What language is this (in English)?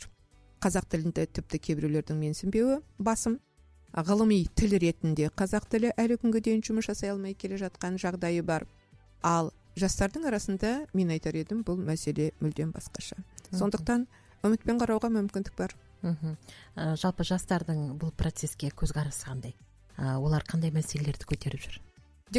Kazakh